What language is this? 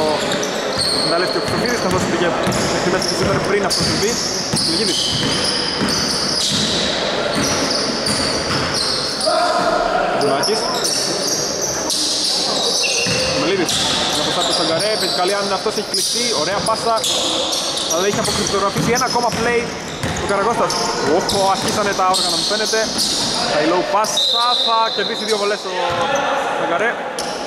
Greek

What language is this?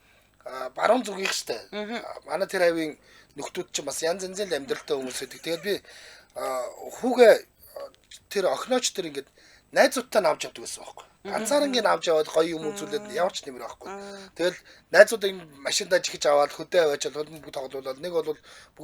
Mongolian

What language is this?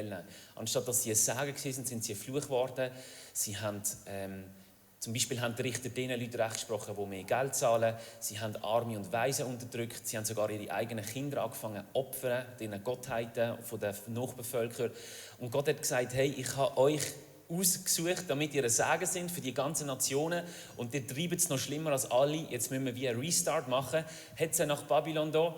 Swiss German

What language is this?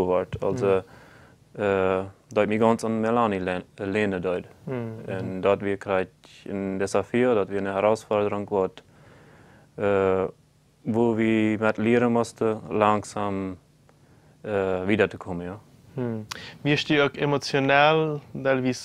Plautdietsch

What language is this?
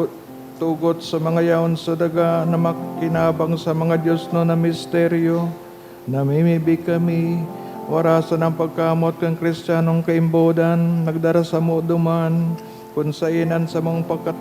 Bikol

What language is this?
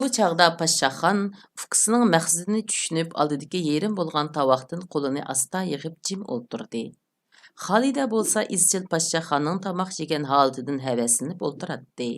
Uyghur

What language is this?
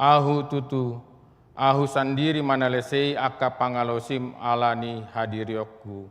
Batak Toba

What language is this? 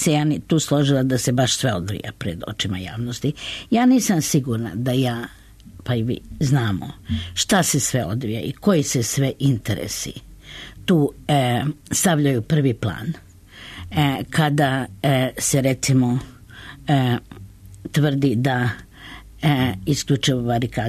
Serbian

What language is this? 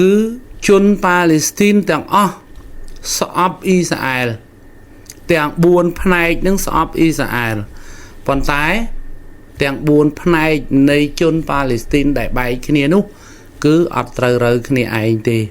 Khmer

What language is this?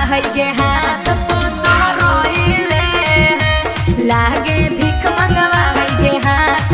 Magahi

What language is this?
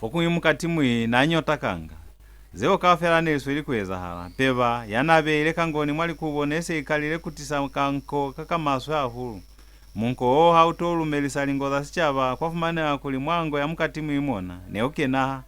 Lozi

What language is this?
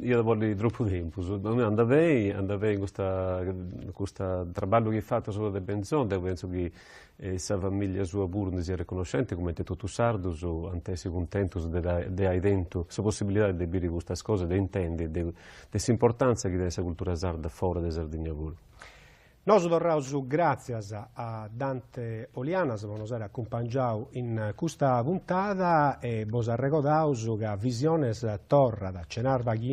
Sardinian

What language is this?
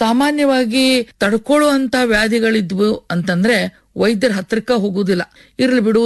Kannada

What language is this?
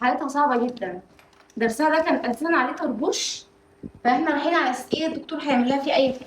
Egyptian Arabic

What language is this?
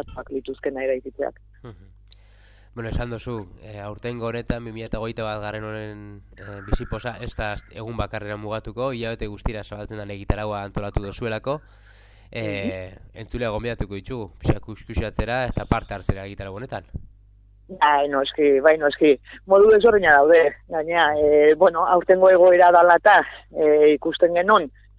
Basque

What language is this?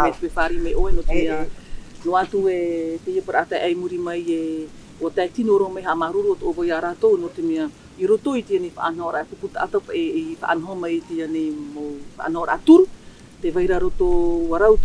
Tahitian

